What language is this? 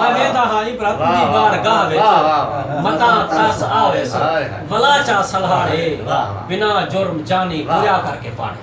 Saraiki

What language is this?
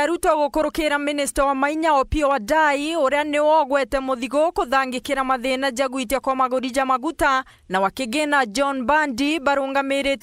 Meru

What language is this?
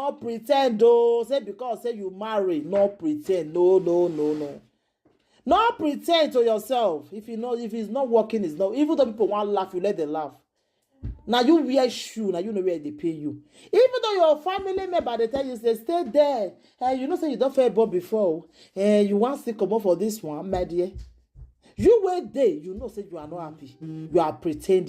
Nigerian Pidgin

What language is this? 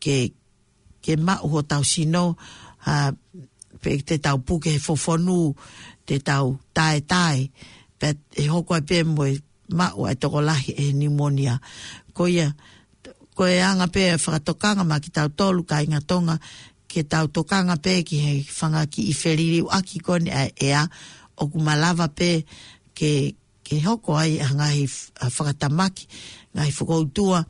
Tongan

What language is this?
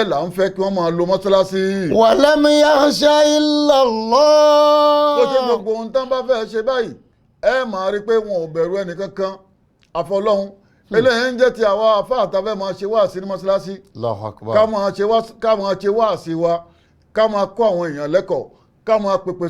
Yoruba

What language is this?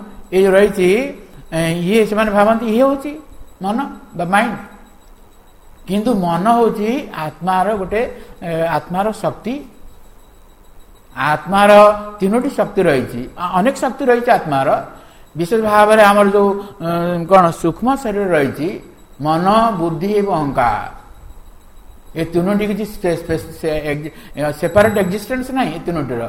Odia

